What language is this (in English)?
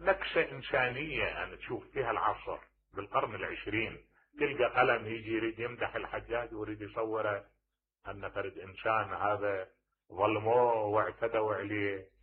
Mesopotamian Arabic